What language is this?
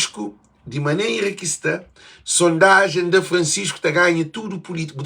Kabuverdianu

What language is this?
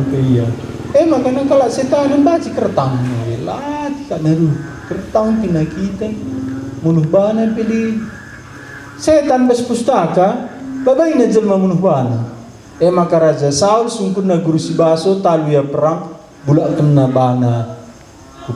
Batak Karo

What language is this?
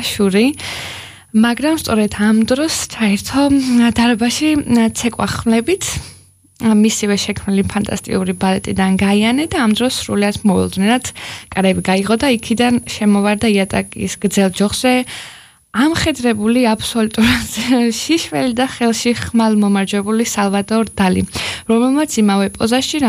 Georgian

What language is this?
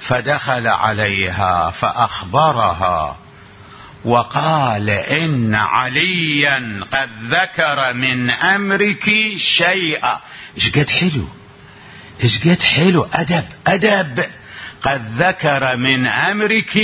Mesopotamian Arabic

